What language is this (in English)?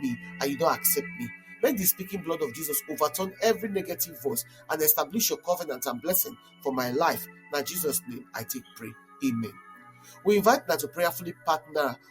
Nigerian Pidgin